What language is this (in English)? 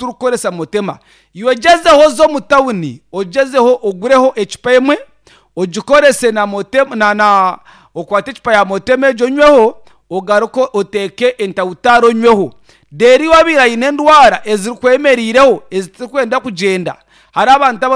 Nyankole